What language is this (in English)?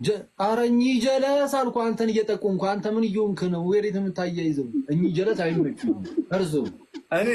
Amharic